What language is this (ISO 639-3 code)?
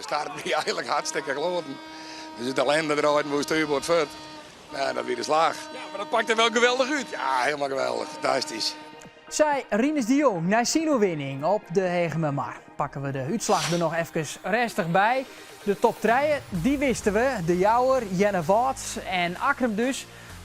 fry